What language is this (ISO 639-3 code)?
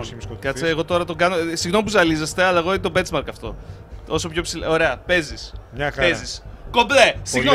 ell